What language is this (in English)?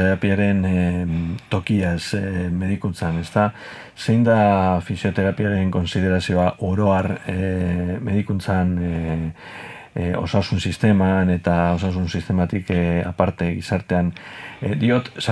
Basque